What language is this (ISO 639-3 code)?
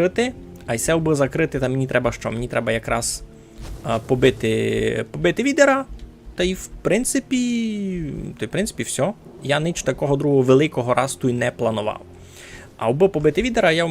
rue